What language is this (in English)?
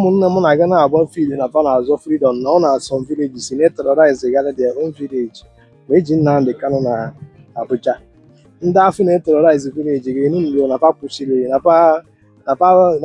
Igbo